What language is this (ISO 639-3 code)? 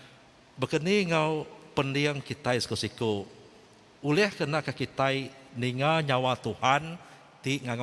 iba